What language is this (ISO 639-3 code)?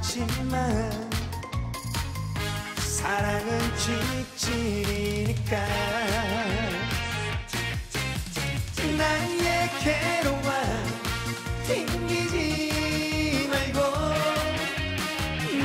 kor